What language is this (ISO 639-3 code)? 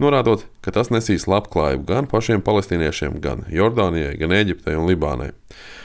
lav